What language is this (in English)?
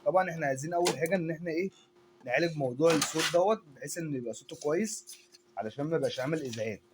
Egyptian Arabic